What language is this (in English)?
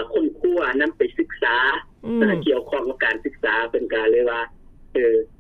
Lao